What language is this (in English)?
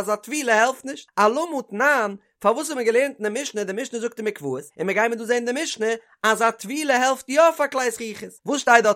Yiddish